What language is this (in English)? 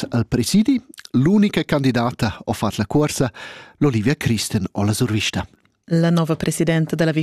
Romansh